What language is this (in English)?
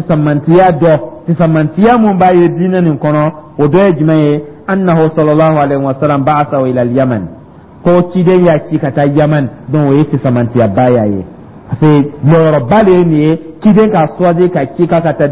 Dyula